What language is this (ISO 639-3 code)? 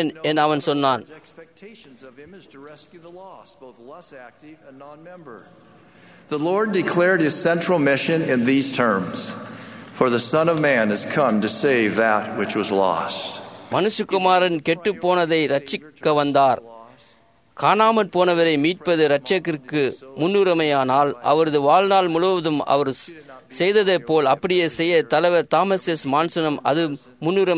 tam